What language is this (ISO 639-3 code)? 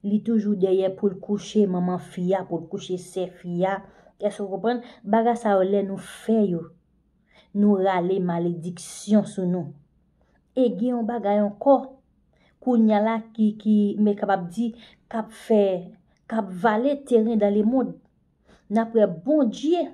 hat